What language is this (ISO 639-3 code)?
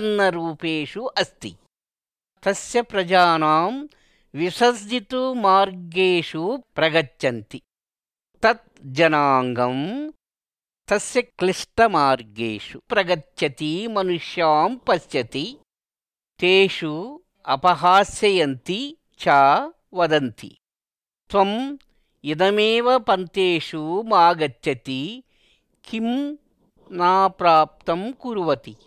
san